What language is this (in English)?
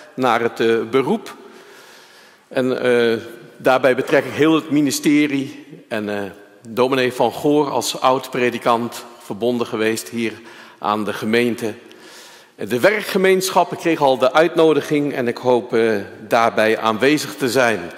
Dutch